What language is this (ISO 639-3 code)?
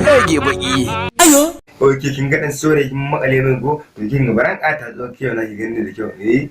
hau